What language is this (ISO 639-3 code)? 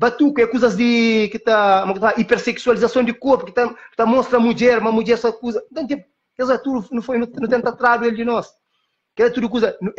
kea